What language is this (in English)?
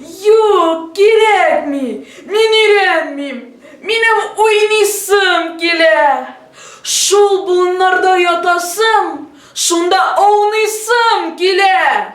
Tatar